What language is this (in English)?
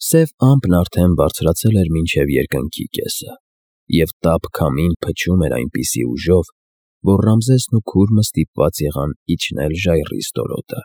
Armenian